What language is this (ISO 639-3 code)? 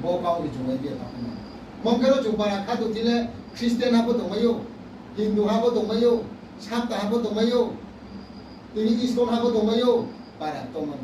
ria